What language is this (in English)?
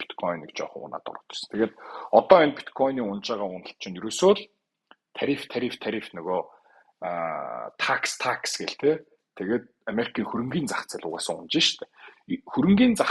Mongolian